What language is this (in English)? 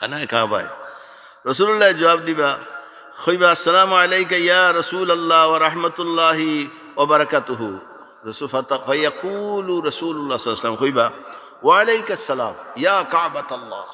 Sylheti